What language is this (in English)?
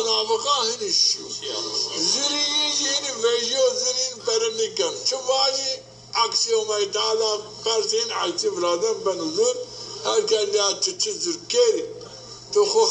Zaza